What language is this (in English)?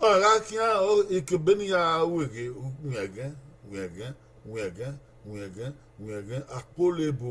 Bini